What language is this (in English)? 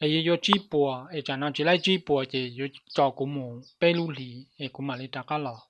Hmong